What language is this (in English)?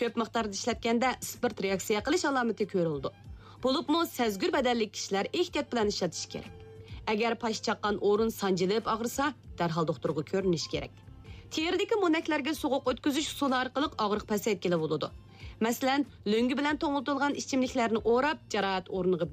Uyghur